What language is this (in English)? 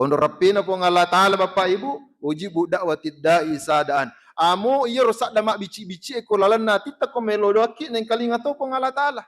Buginese